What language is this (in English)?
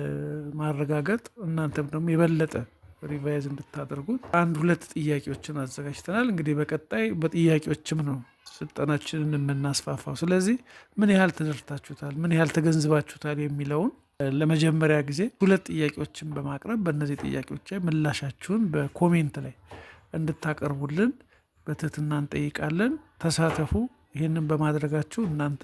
Amharic